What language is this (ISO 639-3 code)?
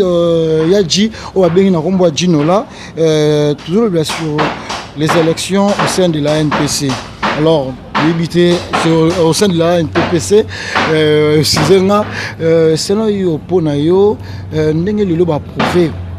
lin